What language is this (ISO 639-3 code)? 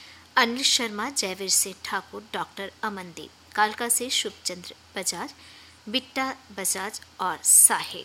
hin